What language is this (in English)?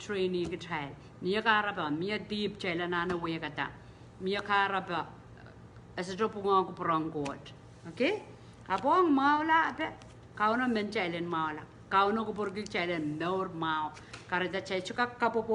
Pohnpeian